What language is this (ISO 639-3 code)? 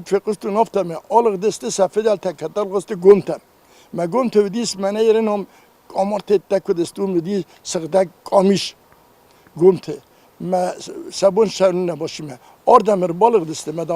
oss